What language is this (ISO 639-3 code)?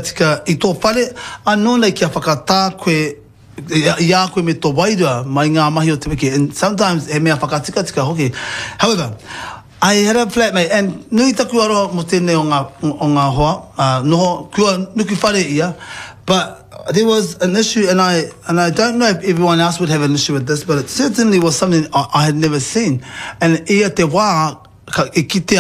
mri